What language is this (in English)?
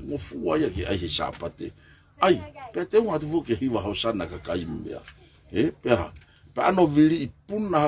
Tongan